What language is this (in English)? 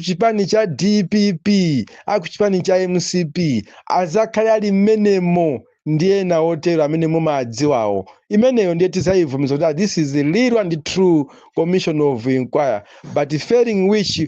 Nyanja